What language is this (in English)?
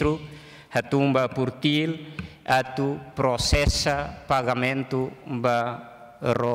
Tetum